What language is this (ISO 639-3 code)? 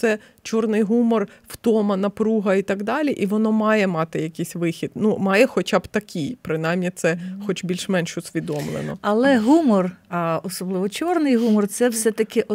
ukr